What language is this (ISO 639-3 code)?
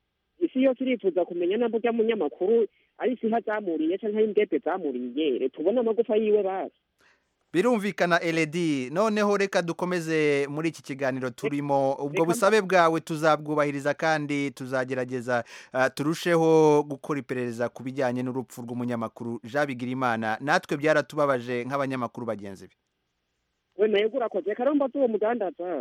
kin